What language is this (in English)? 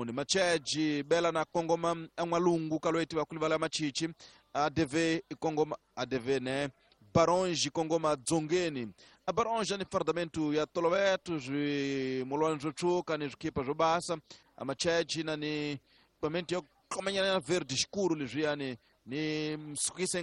Tsonga